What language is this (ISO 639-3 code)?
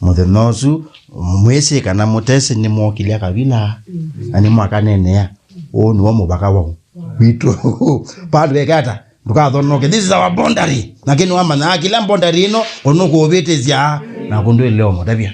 kam